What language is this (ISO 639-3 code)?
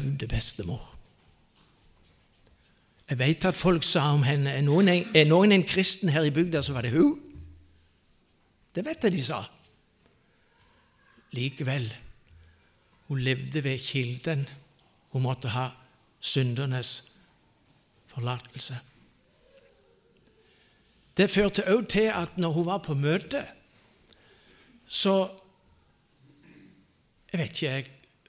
nor